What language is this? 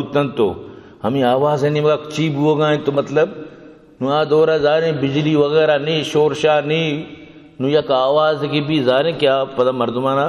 Eastern Balochi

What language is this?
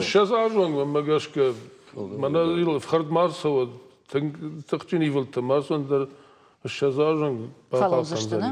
Ossetic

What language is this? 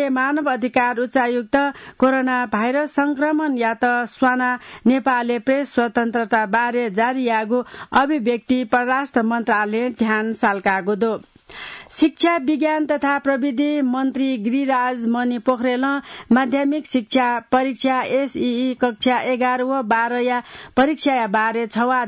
Newari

